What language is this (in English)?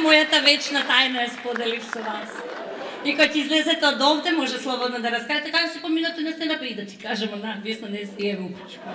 Macedonian